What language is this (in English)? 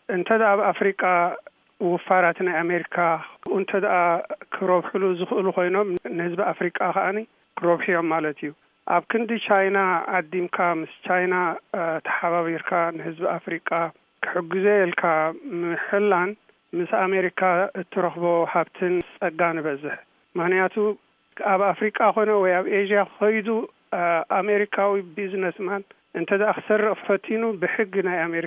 Tigrinya